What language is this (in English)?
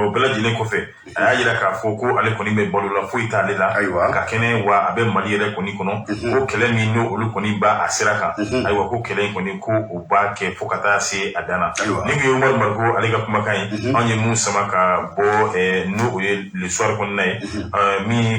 Bambara